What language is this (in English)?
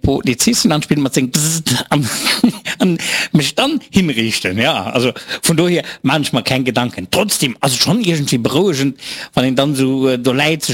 Luxembourgish